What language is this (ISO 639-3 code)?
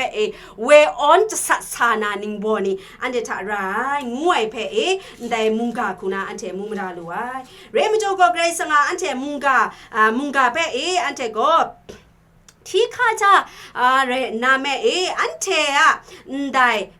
kac